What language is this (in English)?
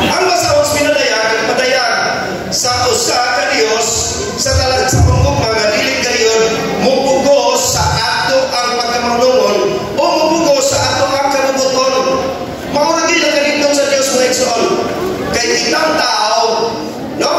Cebuano